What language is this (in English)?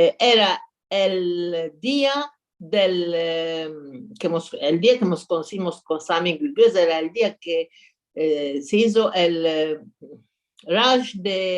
Ladino